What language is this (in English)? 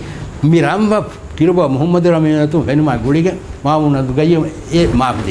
Divehi